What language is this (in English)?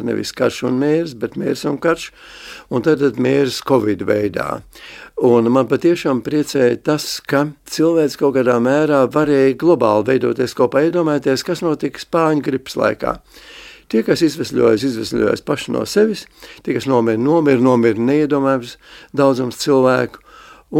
Latvian